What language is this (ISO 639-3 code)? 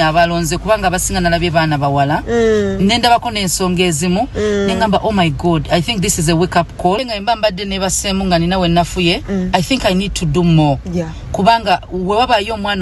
lug